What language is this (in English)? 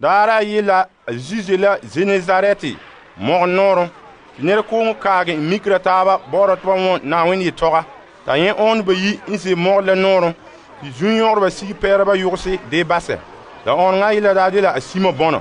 Frafra